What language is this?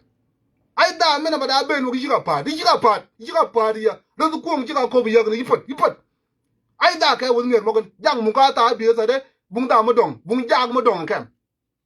Nuer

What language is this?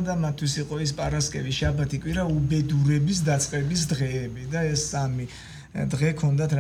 Georgian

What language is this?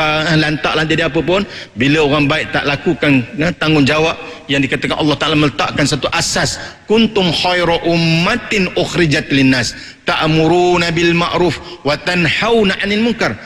Malay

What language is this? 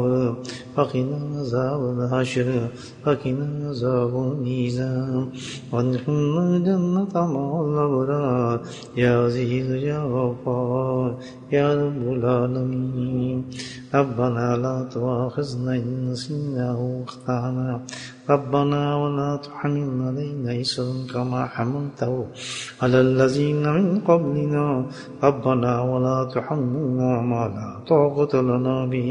Urdu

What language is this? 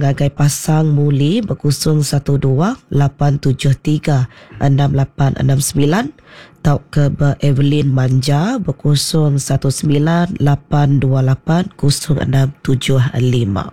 Iban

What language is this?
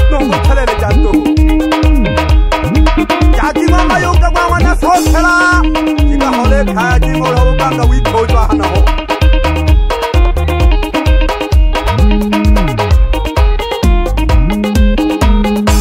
Swahili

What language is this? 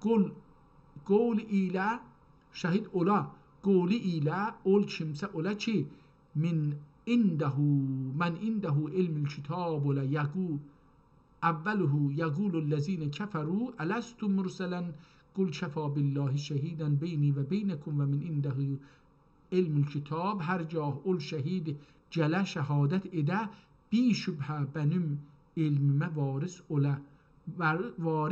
South Azerbaijani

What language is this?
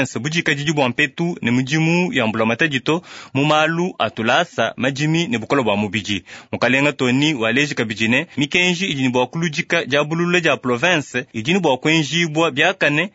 Luba-Lulua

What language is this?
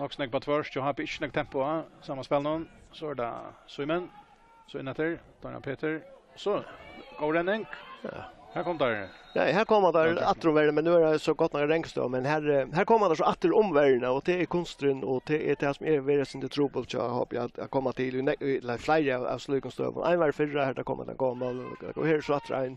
Faroese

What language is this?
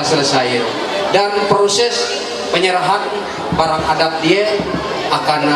Ma'anyan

